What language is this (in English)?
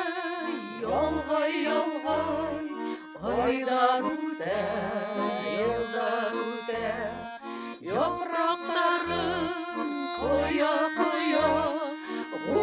Bashkir